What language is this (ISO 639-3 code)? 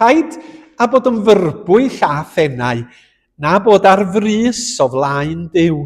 cym